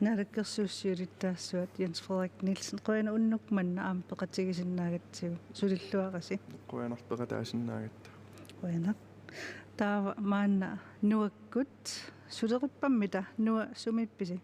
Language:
Kalaallisut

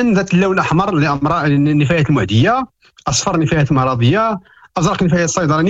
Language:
Moroccan Arabic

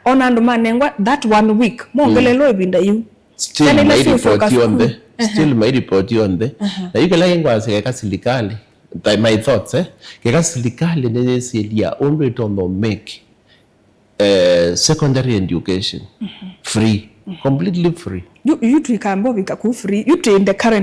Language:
Kamba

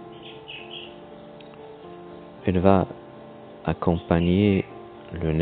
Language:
French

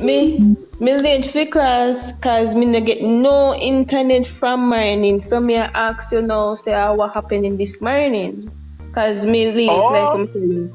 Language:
Jamaican Creole English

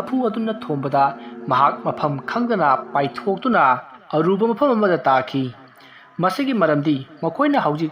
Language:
Manipuri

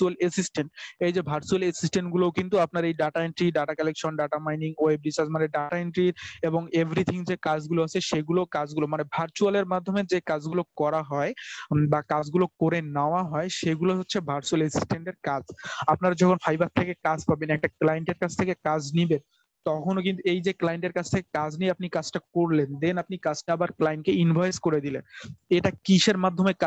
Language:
Bangla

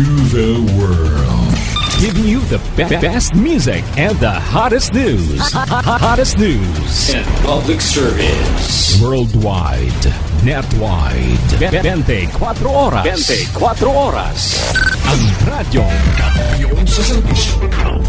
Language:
Hiligaynon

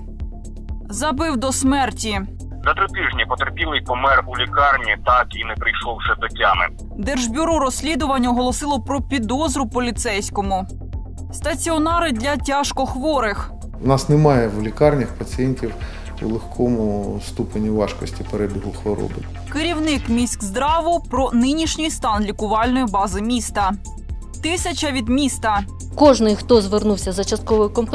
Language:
Ukrainian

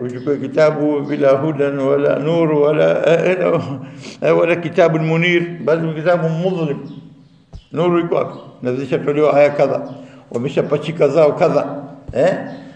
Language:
Swahili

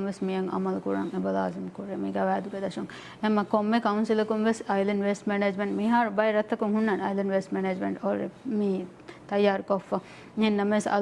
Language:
Divehi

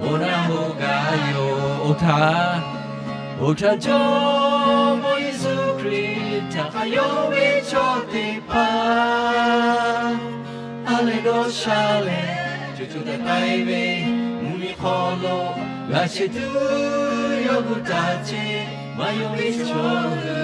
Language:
Lahu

